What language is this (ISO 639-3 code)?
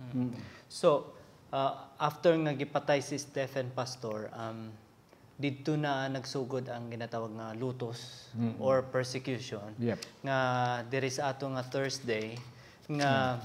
hil